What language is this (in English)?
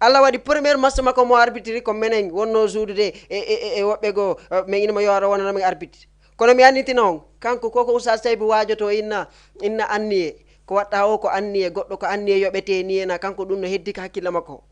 Fula